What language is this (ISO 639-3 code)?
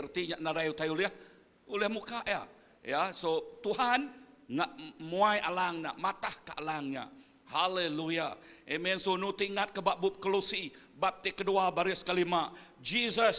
iba